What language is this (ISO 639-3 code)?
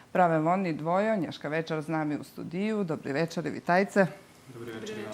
rue